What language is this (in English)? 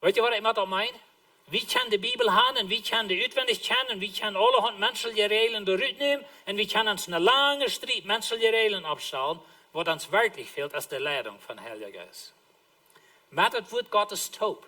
Plautdietsch